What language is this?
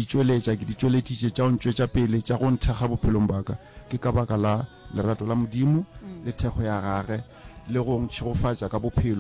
Northern Sotho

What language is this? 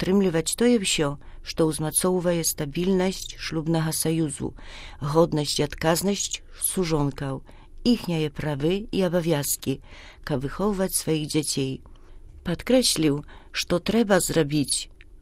Belarusian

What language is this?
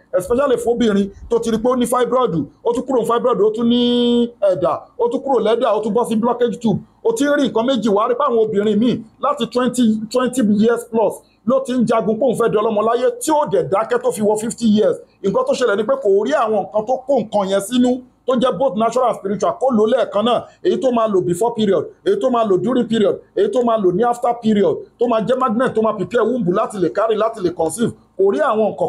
Yoruba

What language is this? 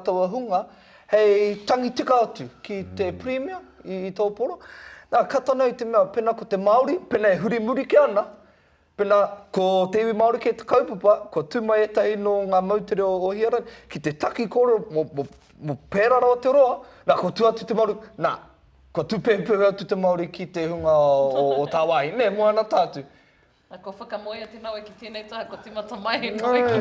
Māori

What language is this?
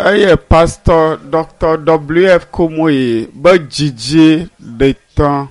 Ewe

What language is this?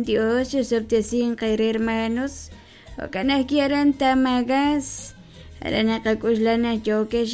Kekchí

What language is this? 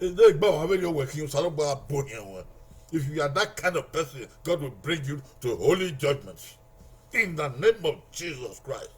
Bini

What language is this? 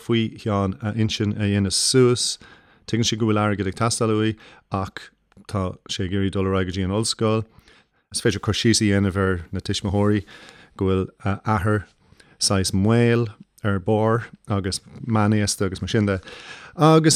Irish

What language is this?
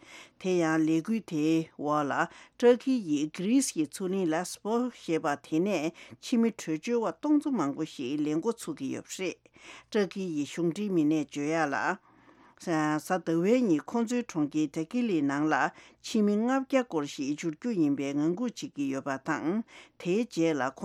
Tibetan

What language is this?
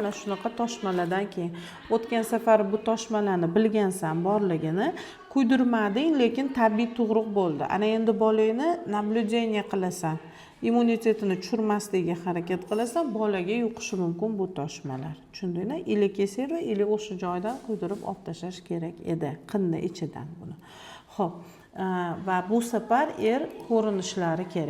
Uzbek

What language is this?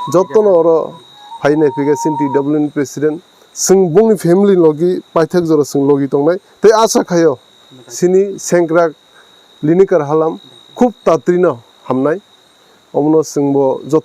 Kok Borok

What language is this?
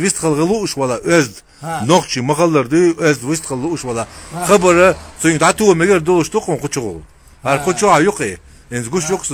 Chechen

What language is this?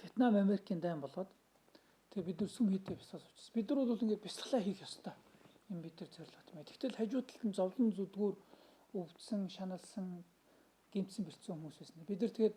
Mongolian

